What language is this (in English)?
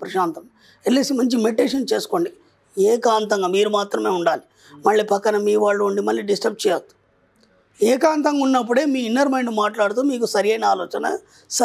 Telugu